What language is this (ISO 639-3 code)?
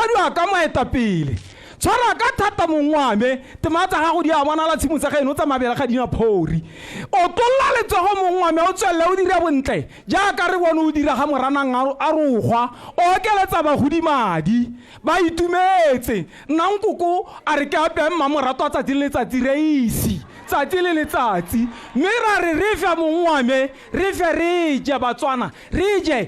tsn